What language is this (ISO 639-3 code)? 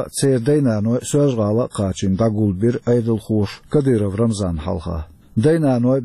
che